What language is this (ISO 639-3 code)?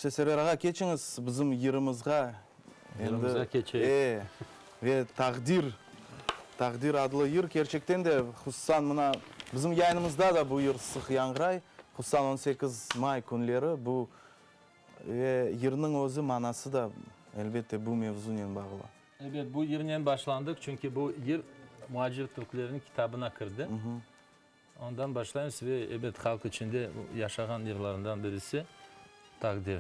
crh